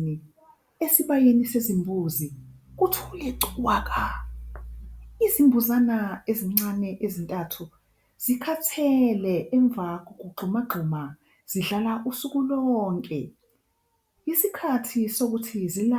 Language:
Zulu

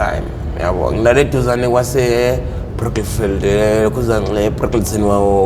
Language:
Zulu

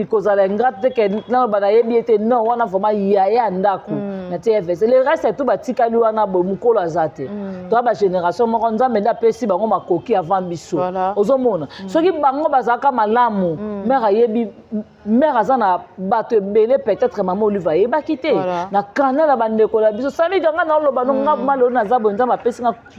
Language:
Lingala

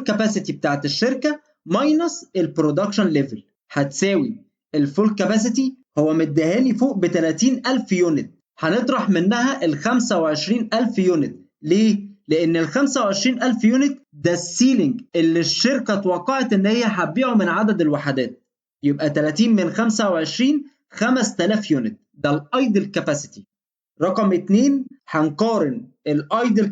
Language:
Egyptian Arabic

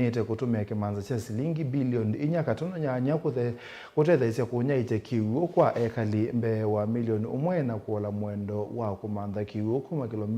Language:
Kamba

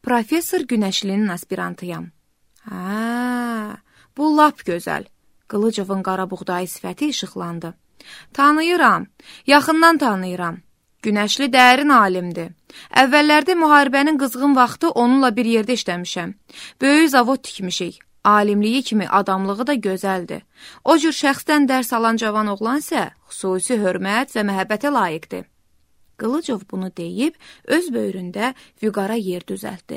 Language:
Azerbaijani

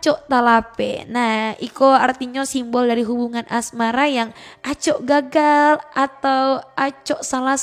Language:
Minangkabau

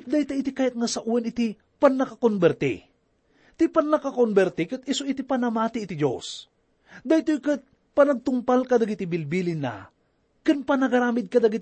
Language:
Iloko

